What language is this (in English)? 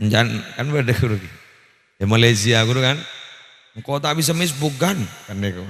Madurese